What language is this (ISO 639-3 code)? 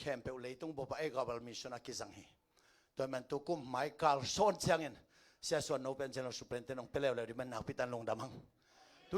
ctd